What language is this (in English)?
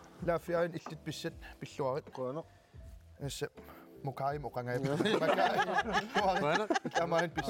Kalaallisut